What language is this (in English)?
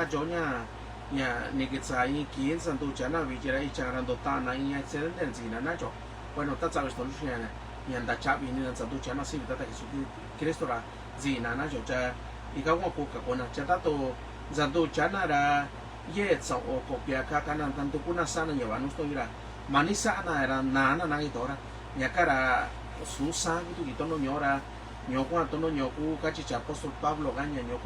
Mixtepec Mixtec